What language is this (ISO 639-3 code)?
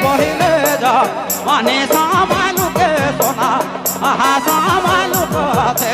sck